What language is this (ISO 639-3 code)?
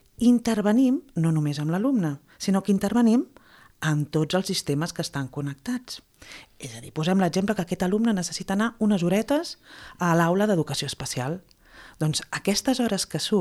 cat